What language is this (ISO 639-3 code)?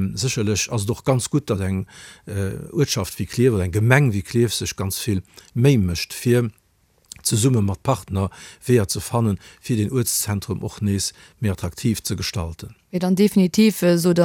ltz